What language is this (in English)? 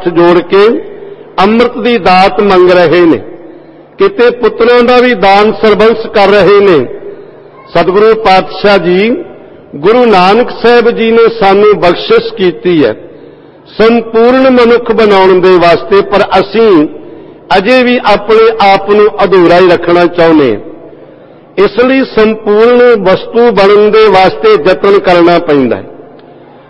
Punjabi